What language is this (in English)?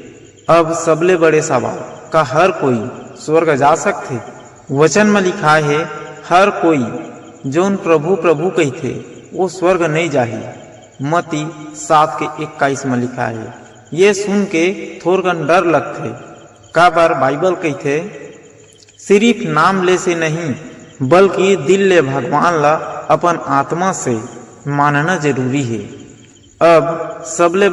Chhattisgarhi